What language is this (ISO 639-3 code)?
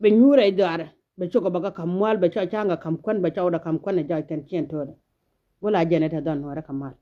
nus